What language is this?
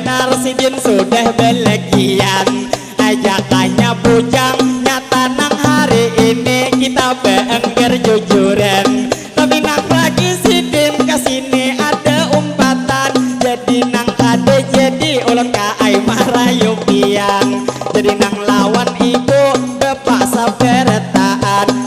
Banjar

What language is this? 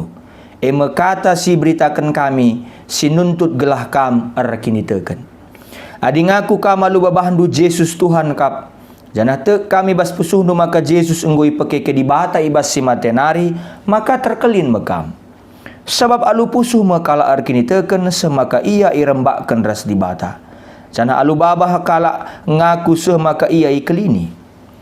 Batak Karo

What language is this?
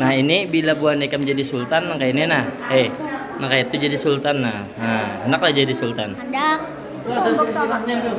Banjar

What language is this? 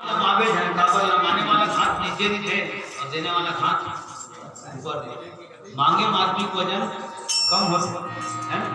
Chhattisgarhi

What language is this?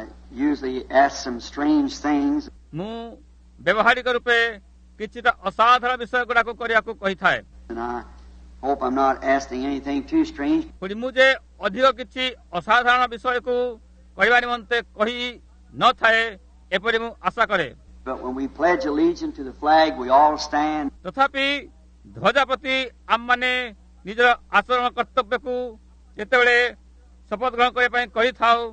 Odia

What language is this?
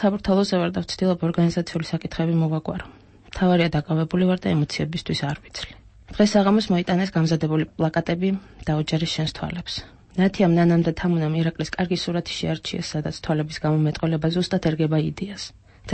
Georgian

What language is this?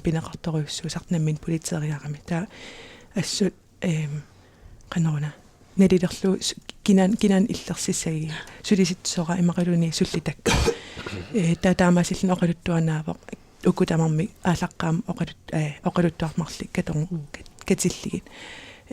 Kalaallisut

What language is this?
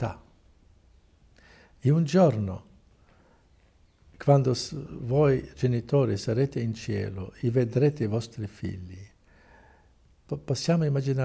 Italian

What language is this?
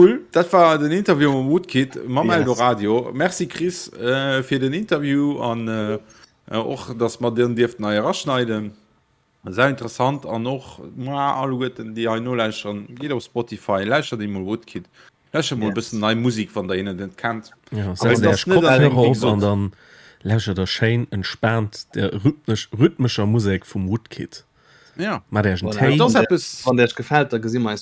Luxembourgish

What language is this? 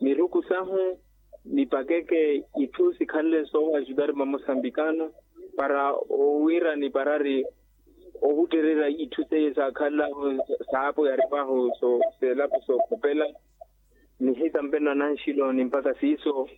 Makhuwa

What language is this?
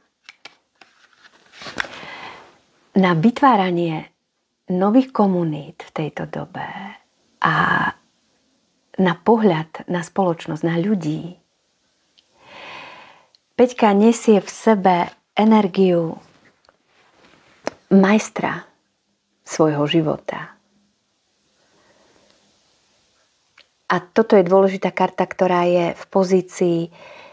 Slovak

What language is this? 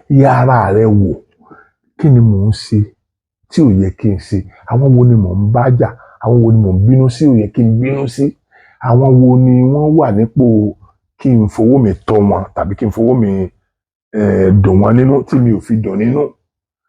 Yoruba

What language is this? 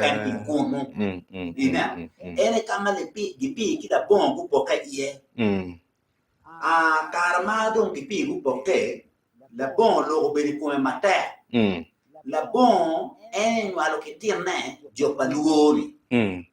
Acoli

